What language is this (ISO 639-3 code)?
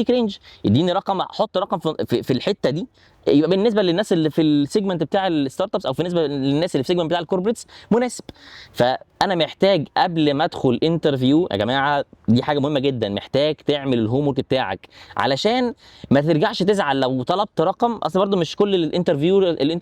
arz